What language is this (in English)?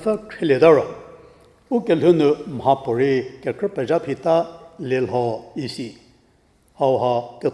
Angami Naga